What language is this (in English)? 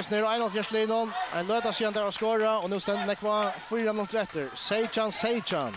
Faroese